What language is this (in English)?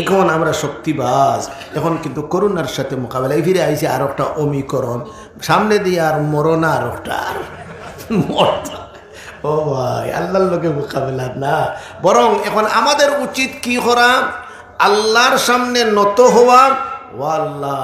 Sylheti